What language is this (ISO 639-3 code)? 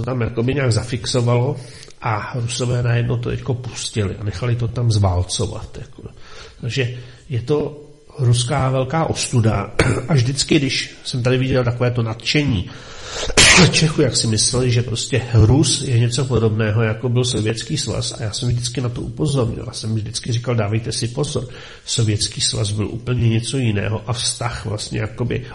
ces